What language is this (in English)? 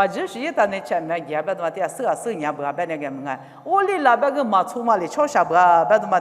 Lisu